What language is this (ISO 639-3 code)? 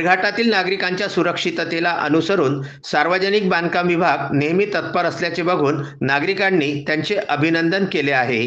mar